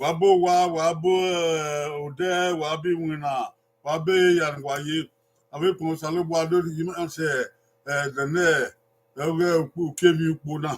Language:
Bini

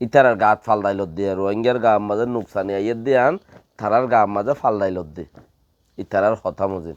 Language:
Rohingya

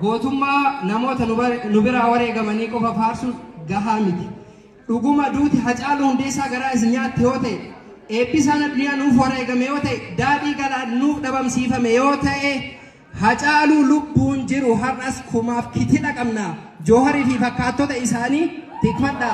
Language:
Oromo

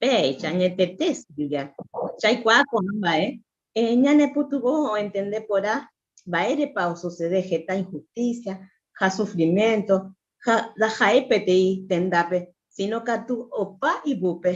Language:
Guarani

